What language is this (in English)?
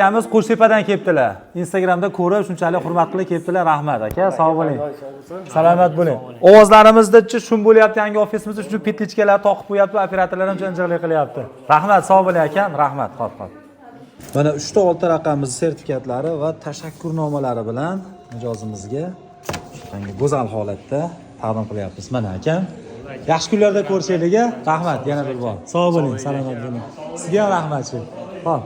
Uzbek